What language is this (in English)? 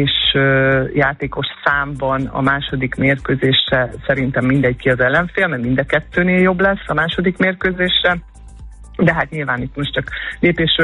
Hungarian